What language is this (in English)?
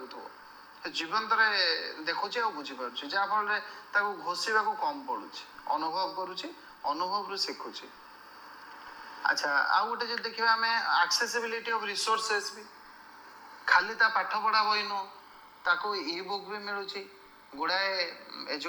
Odia